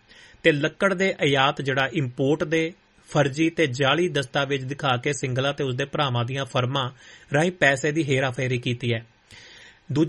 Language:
Punjabi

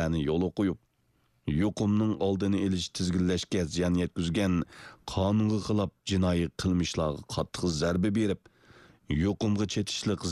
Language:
Uyghur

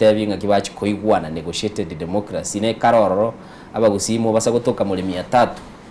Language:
Gusii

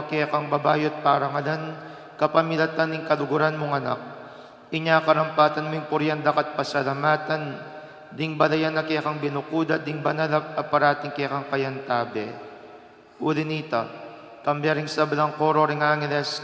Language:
Pampanga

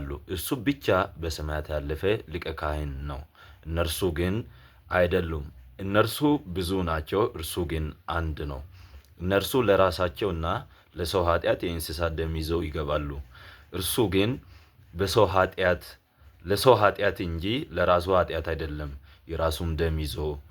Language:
Amharic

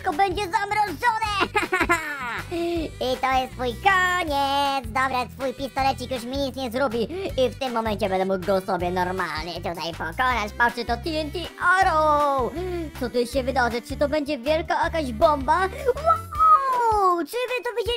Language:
Polish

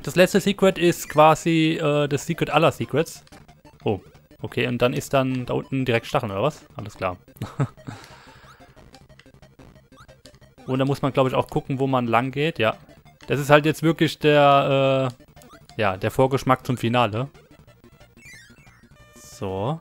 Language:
German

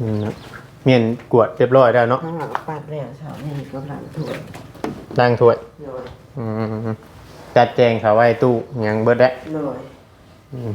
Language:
Northeastern Thai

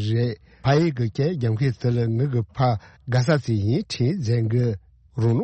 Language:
Tibetan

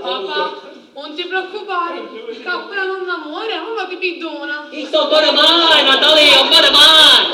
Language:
Sicilian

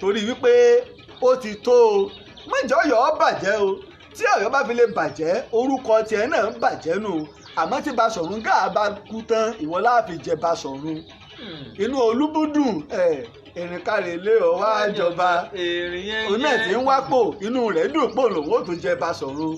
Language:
Yoruba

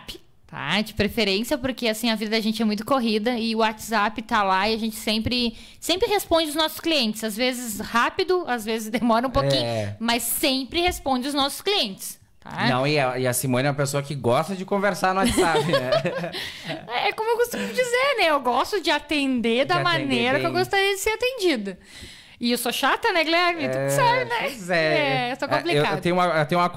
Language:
Portuguese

